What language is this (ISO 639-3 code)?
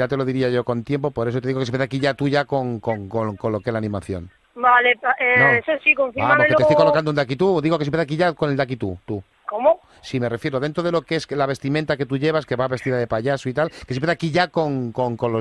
spa